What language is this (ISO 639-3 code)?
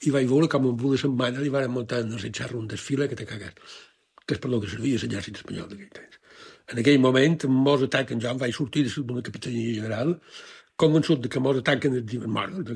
cat